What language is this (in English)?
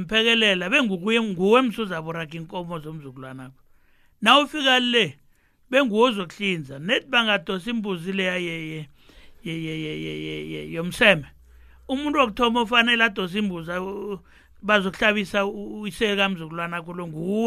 South Ndebele